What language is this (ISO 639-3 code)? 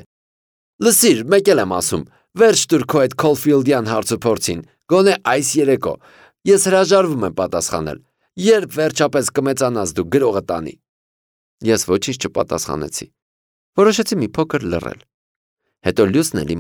hye